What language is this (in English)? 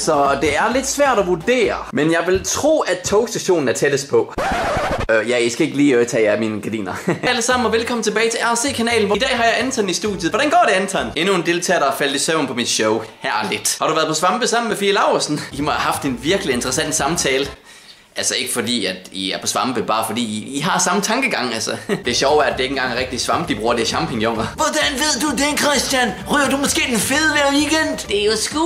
Danish